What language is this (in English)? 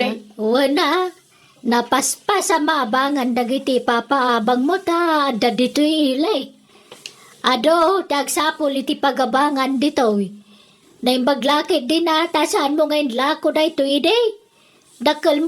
Iloko